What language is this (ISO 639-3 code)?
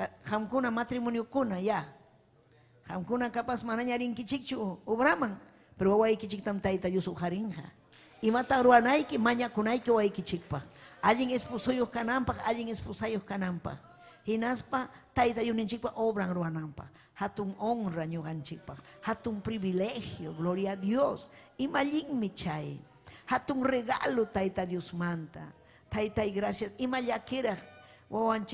quy